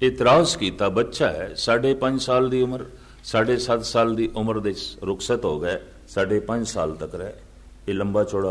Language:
Punjabi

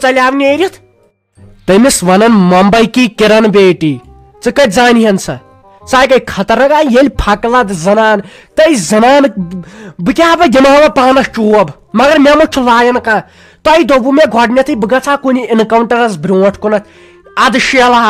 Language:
Kashmiri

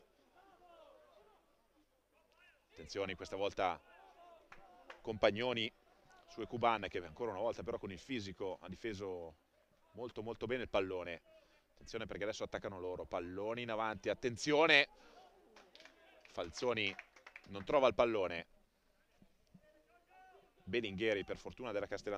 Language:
Italian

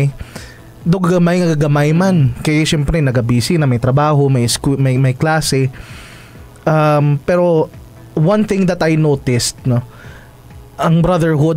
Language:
Hiligaynon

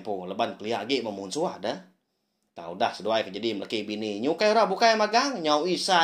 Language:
Iban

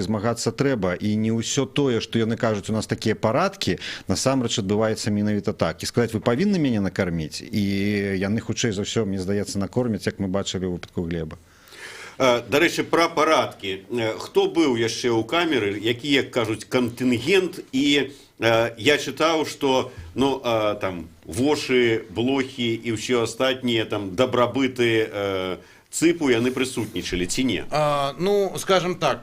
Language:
Belarusian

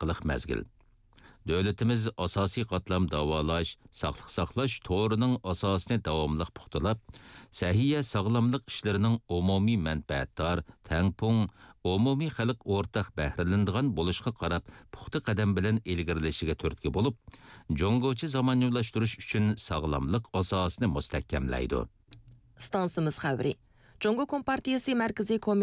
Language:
Uyghur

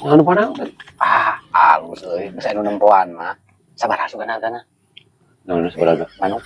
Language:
Sundanese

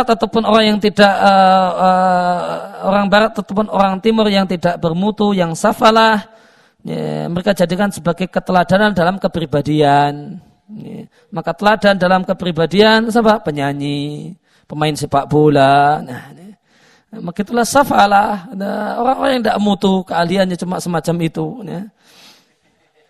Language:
Indonesian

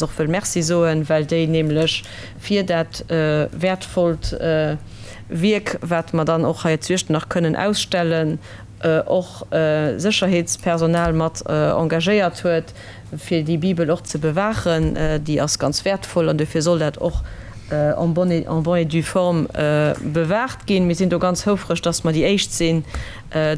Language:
Luxembourgish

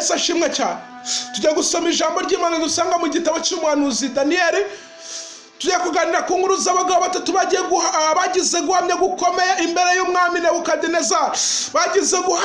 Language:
Kinyarwanda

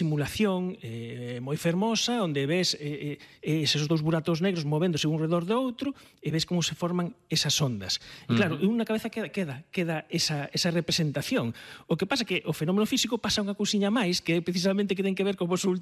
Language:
Galician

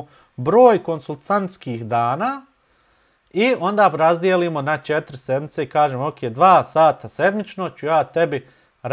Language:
Bosnian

